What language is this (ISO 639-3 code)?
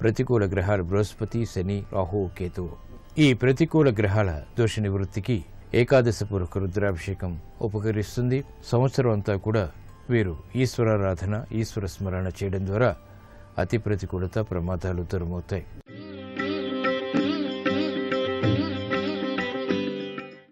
tel